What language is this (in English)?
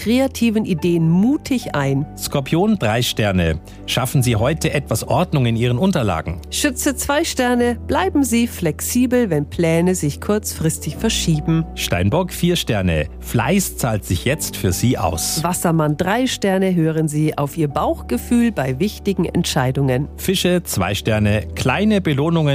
German